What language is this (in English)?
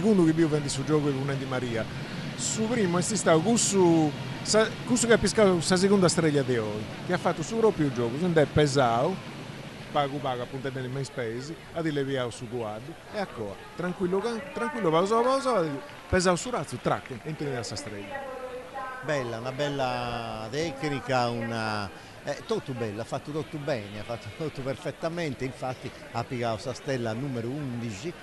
Sardinian